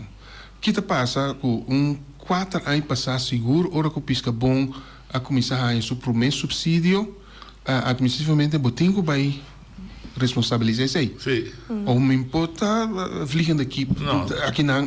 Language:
Papiamento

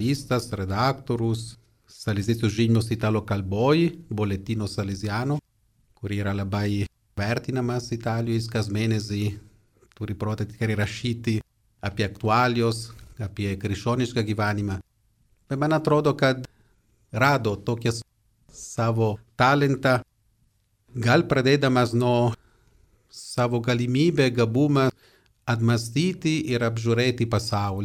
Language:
Lithuanian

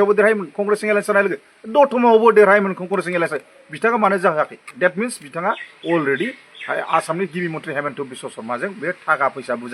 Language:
Bodo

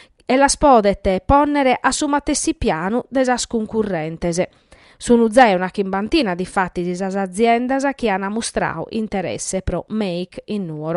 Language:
Sardinian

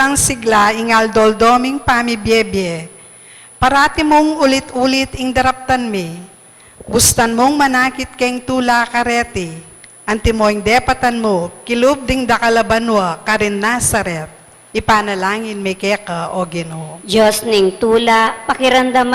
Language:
Pampanga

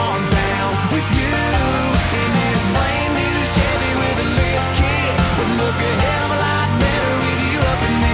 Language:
English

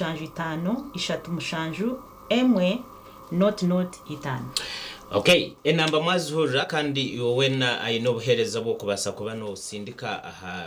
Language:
Nyankole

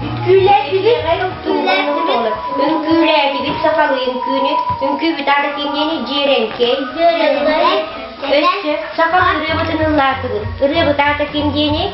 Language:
Yakut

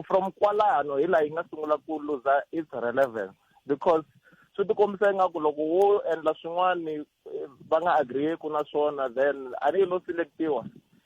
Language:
Tsonga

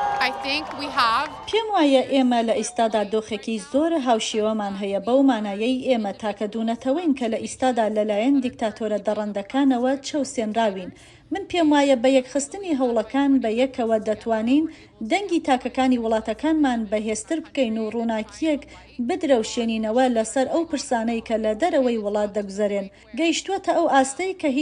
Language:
Central Kurdish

